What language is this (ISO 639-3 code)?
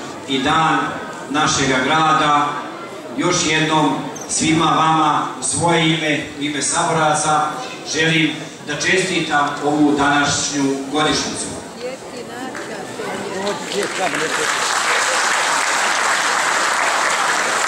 bos